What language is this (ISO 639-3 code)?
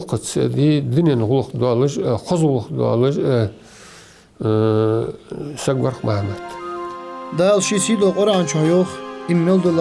inh